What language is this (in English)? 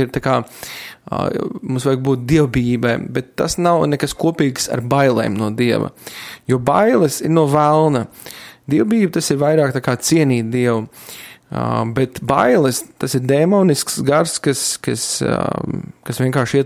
Latvian